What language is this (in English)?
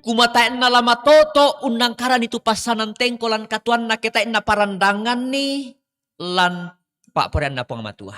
Toraja-Sa'dan